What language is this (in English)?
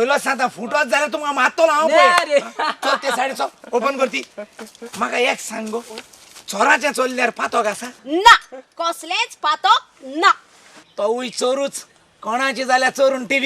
Konkani